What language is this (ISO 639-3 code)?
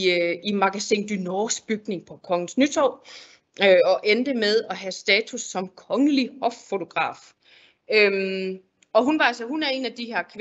dan